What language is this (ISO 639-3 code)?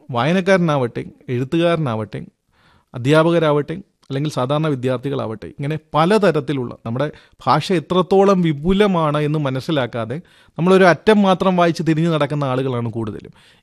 mal